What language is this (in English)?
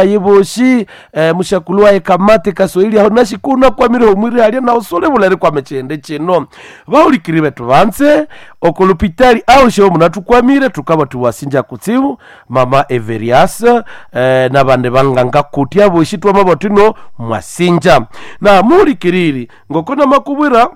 Nande